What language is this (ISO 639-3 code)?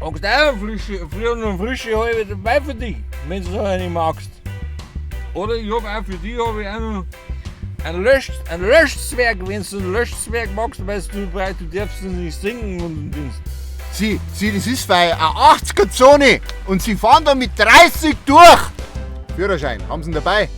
bar